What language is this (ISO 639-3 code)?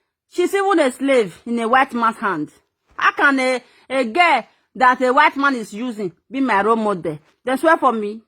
pcm